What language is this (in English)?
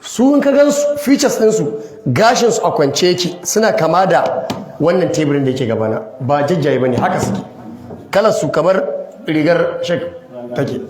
Hausa